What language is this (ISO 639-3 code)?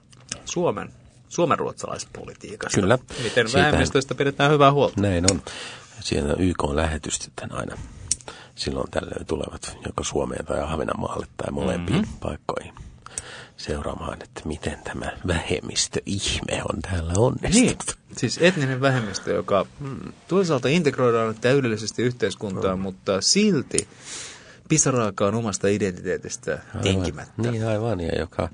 fin